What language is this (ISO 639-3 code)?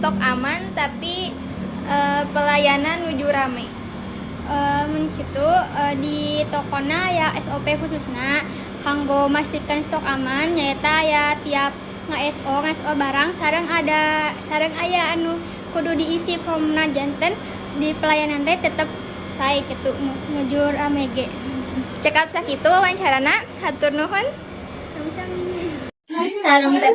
sun